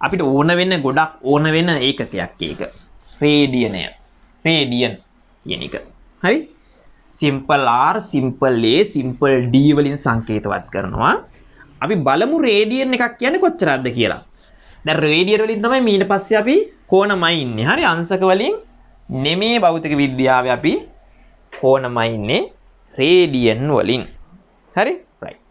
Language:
Sinhala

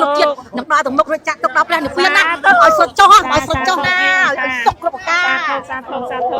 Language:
Khmer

